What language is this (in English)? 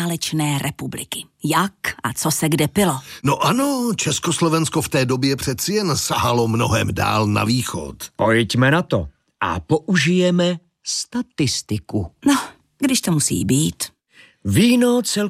Czech